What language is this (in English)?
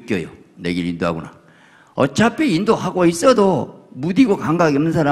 Korean